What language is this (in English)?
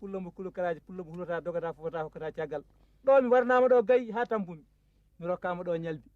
Fula